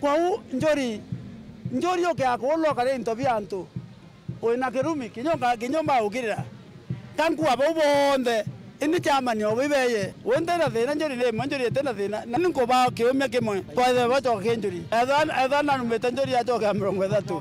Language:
Meru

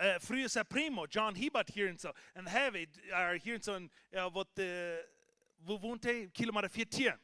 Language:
Plautdietsch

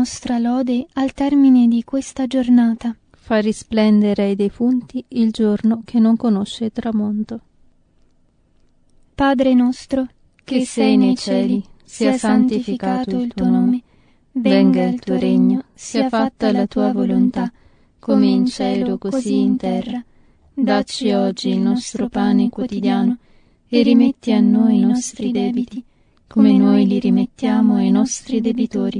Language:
Italian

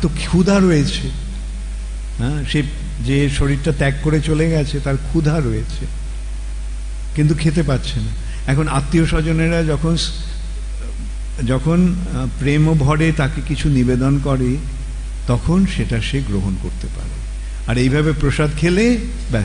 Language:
Bangla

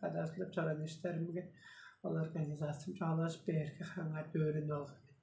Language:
Tuvinian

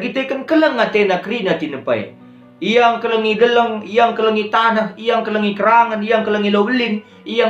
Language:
Batak Karo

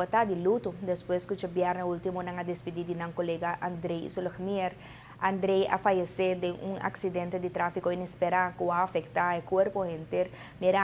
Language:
Papiamento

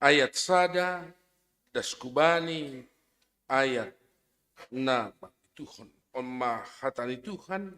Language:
Batak Simalungun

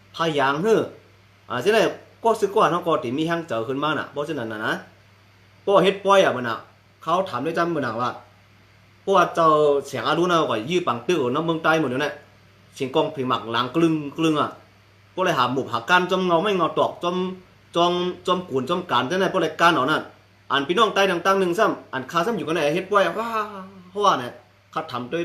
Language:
Shan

